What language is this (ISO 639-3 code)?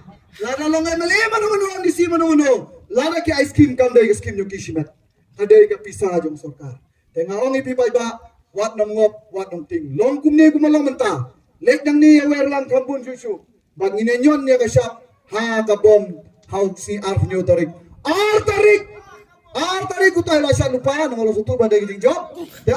kha